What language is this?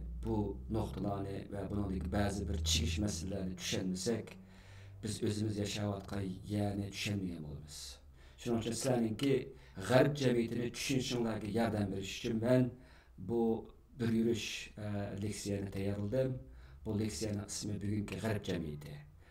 Uyghur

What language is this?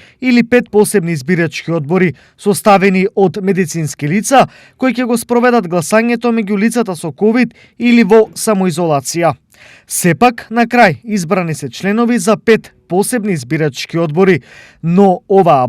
Macedonian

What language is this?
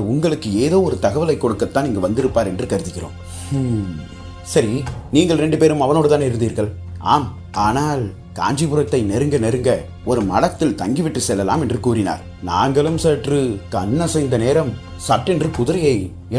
Tamil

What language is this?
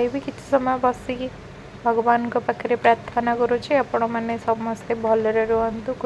Odia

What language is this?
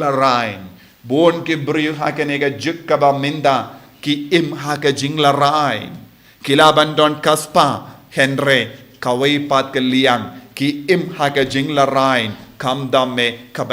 Khasi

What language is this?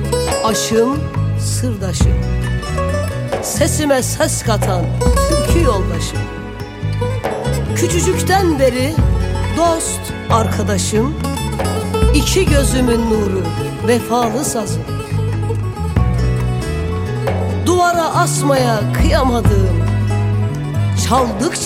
Turkish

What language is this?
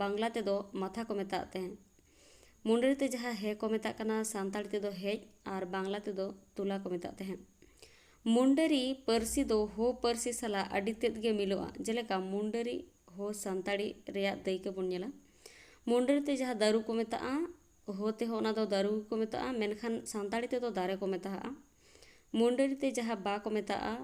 Santali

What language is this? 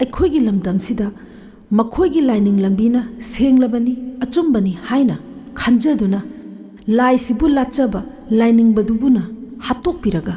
Manipuri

